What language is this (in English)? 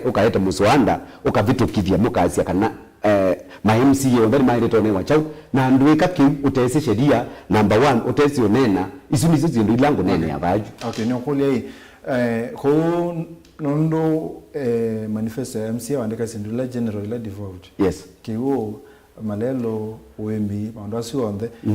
Kamba